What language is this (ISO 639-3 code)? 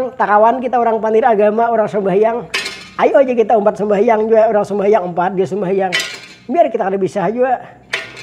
bjn